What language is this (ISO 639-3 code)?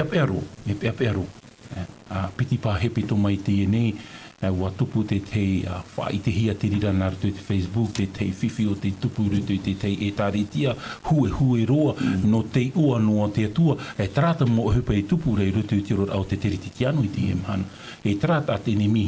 tah